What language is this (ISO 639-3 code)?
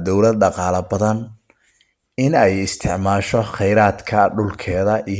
som